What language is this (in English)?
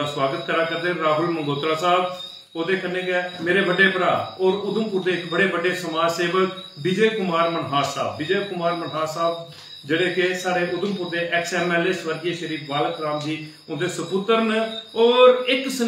Dogri